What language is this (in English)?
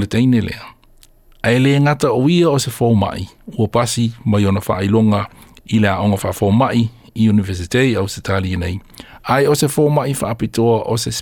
Samoan